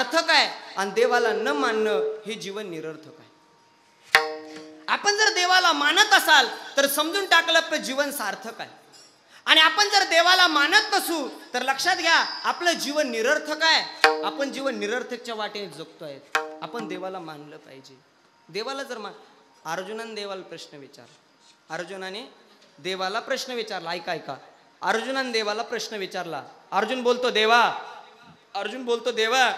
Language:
Marathi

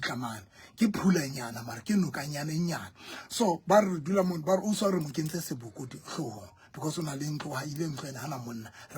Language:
Southern Sotho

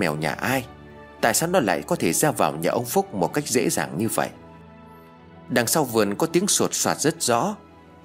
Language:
Vietnamese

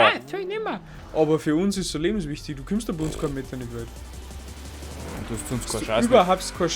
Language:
Bavarian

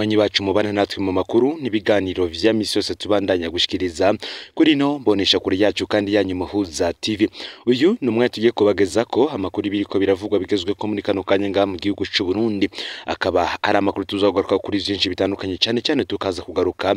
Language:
Rundi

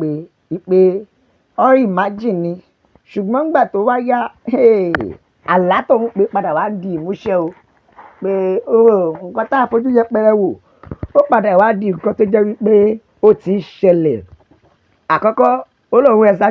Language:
Yoruba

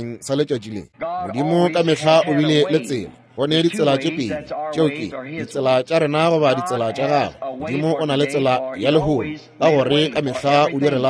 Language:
Northern Sotho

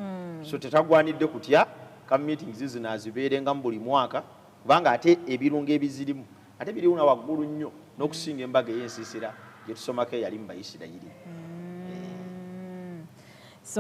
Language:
Ganda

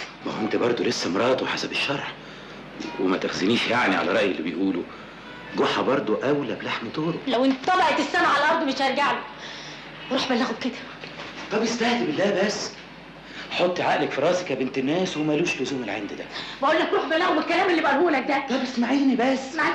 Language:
Egyptian Arabic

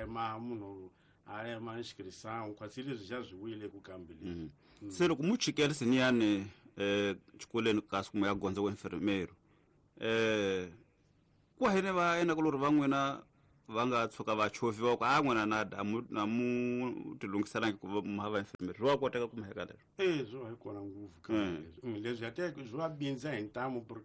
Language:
Tsonga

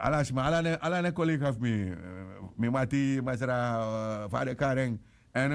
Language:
Sranan Tongo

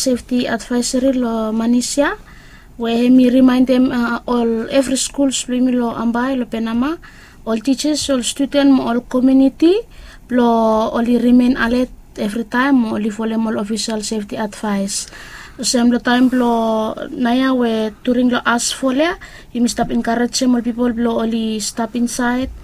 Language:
Bislama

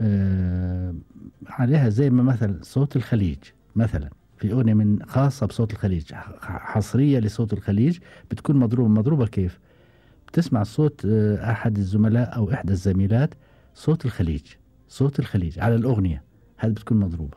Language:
Gulf Arabic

